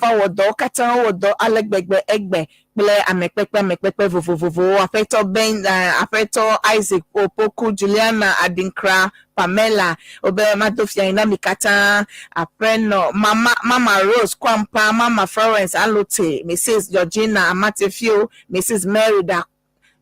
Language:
Ewe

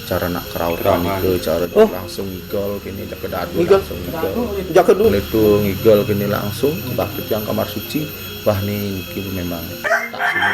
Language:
Balinese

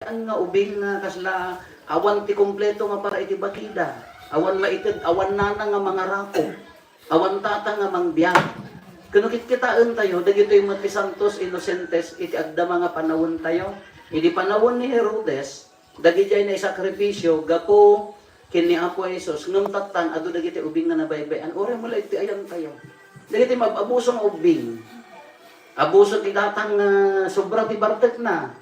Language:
Iloko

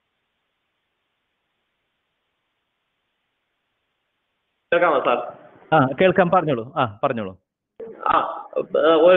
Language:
Malayalam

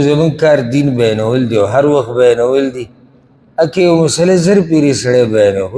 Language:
Pashto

